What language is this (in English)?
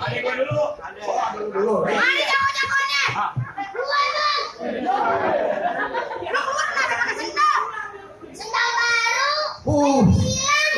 Betawi